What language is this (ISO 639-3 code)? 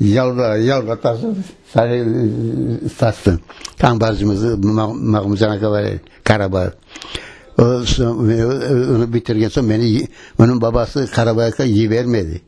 crh